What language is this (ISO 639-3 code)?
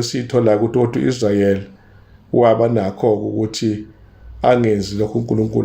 zul